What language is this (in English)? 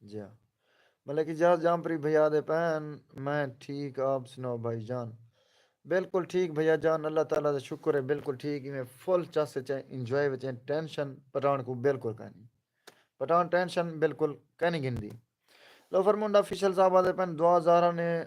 Saraiki